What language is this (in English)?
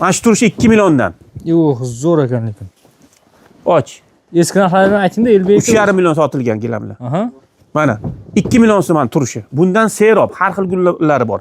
Uzbek